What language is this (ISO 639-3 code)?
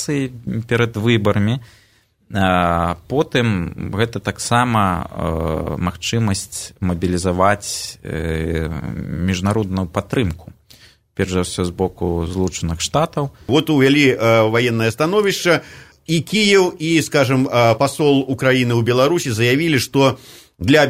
bel